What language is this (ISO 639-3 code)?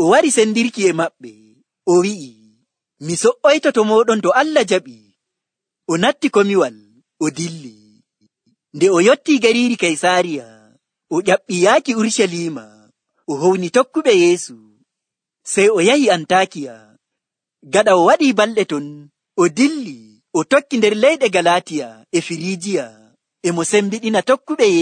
fuv